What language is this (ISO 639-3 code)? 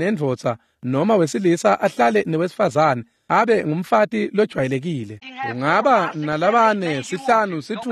ssw